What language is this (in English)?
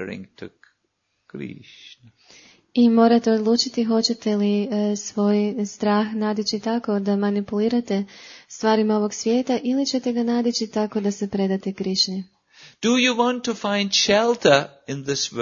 Croatian